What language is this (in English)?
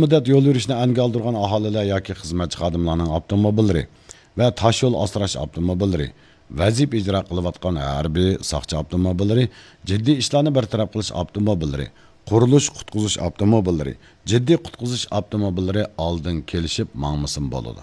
Uyghur